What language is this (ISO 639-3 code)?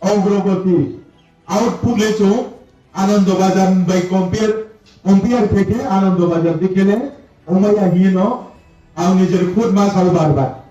ria